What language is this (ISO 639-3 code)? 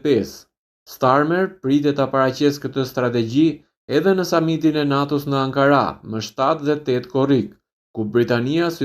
sqi